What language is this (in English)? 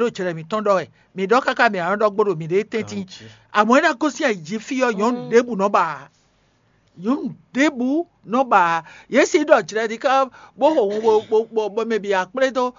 Fon